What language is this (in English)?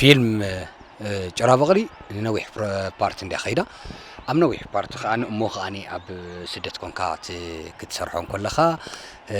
Tigrinya